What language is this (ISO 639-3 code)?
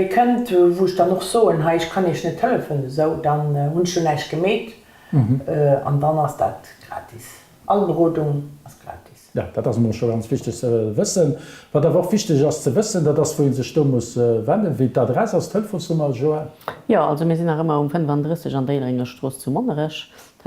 ltz